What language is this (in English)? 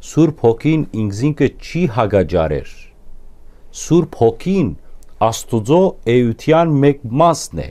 Western Armenian